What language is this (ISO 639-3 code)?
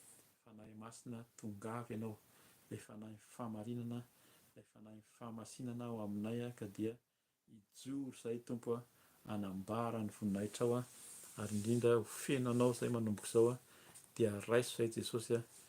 mlg